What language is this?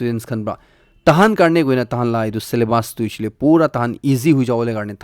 Naga Pidgin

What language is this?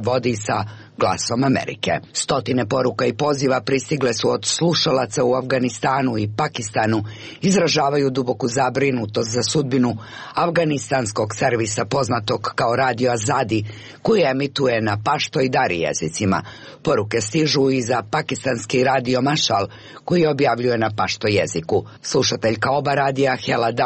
Serbian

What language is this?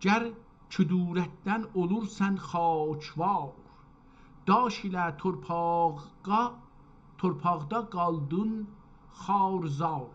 South Azerbaijani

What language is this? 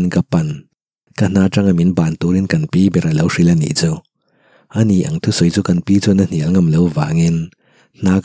Mizo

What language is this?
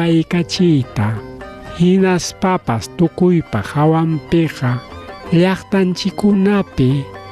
Ayacucho Quechua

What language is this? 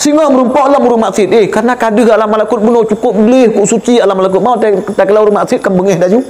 Achinese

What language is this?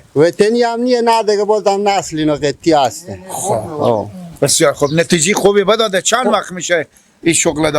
Persian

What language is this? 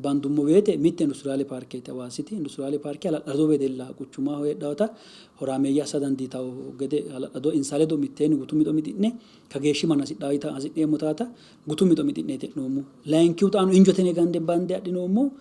Sidamo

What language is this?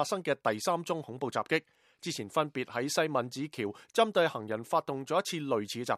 Cantonese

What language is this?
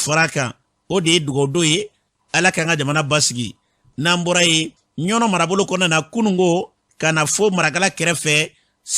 Bambara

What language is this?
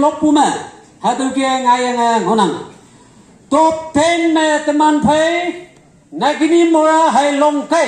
Konyak Naga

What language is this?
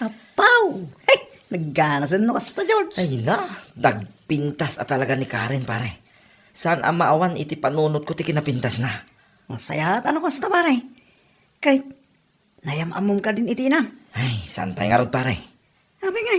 Iloko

